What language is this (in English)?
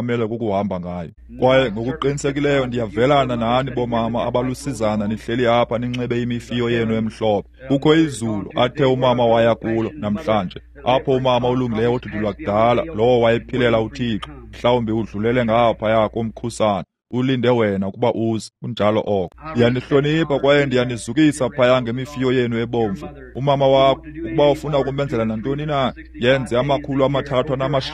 Xhosa